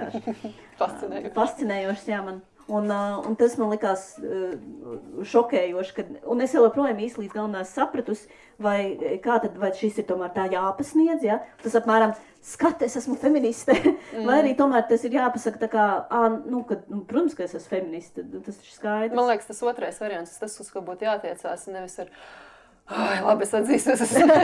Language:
Latvian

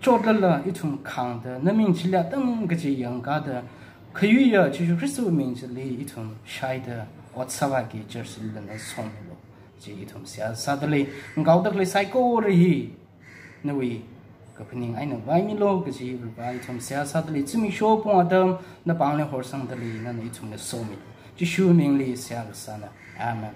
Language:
Tangkhul Naga (India)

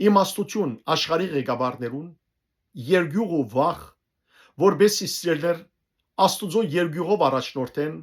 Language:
Western Armenian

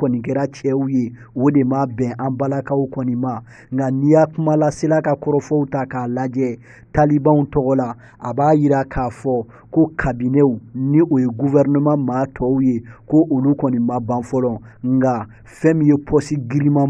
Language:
Bambara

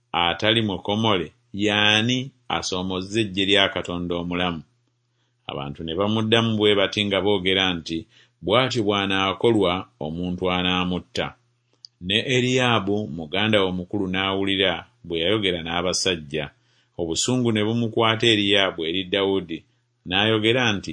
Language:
Ganda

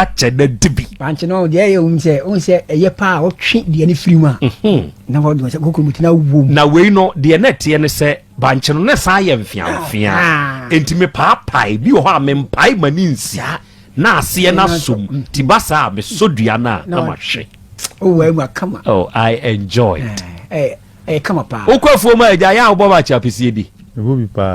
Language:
Akan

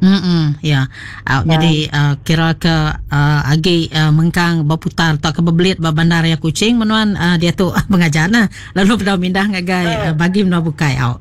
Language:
Iban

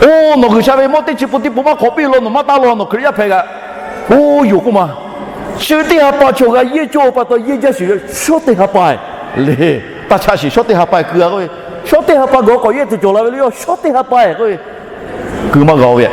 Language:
Lahu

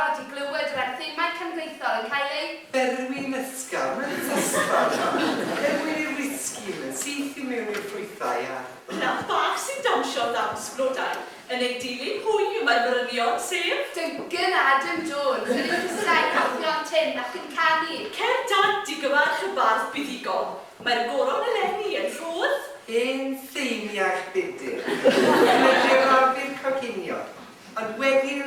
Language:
Welsh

